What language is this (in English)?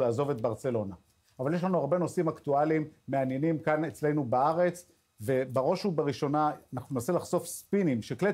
Hebrew